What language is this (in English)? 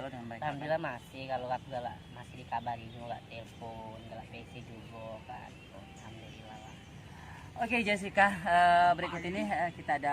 Musi